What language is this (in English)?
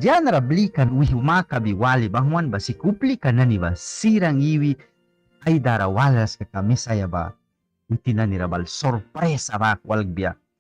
Mískito